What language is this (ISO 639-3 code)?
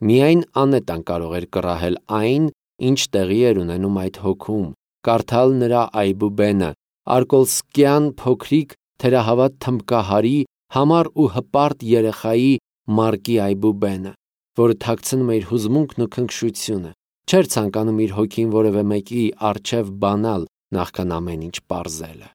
hye